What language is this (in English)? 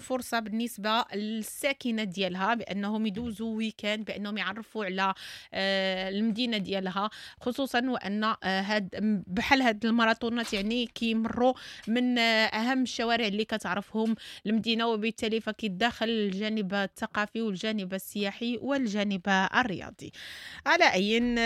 Moroccan Arabic